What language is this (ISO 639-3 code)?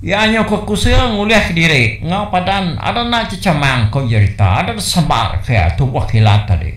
iba